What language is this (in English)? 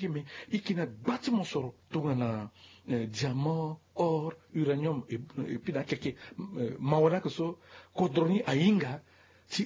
Sango